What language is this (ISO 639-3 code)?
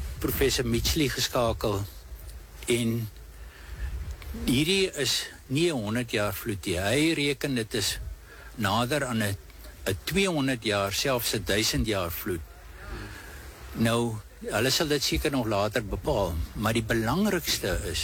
afr